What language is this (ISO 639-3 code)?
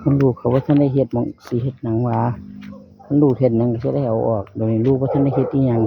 tts